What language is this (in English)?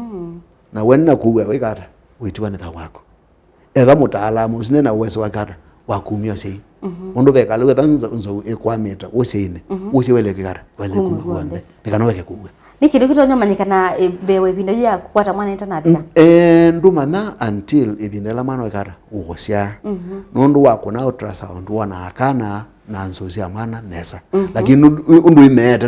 Kamba